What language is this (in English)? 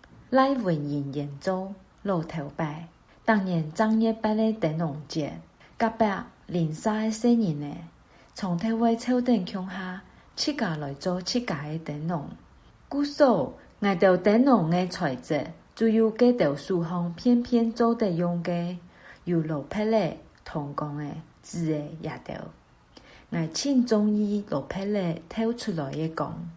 Hakka Chinese